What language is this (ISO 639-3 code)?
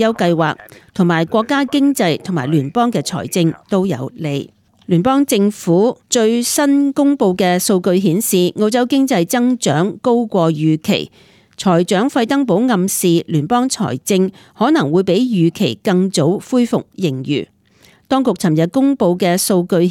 yue